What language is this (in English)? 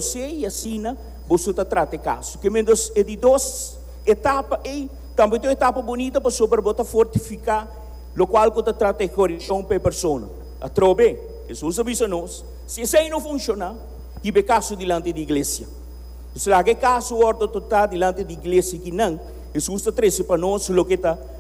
Papiamento